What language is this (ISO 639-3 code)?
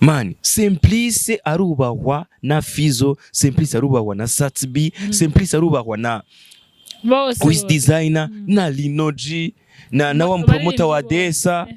run